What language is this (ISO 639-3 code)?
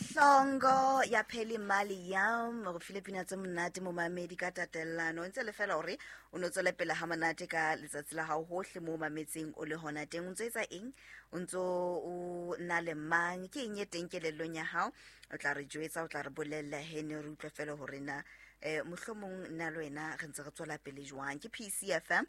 sot